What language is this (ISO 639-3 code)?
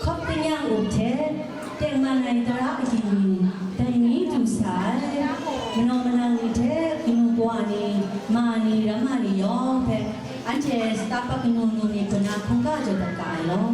kac